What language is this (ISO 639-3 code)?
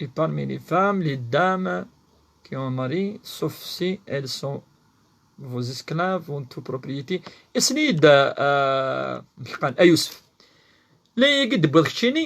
kab